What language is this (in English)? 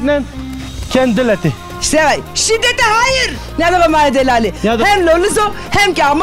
Zaza